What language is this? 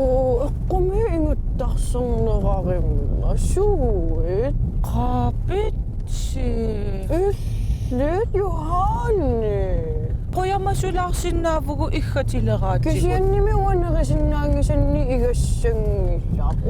Kalaallisut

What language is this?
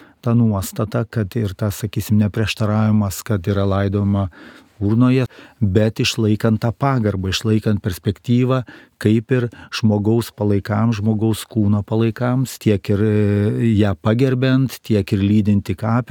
Lithuanian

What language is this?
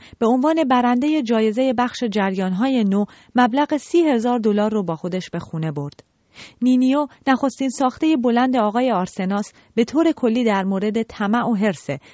Persian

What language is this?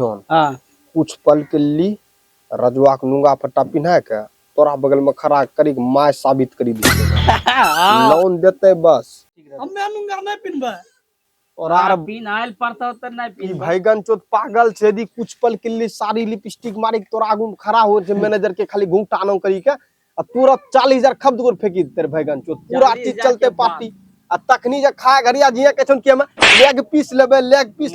Maithili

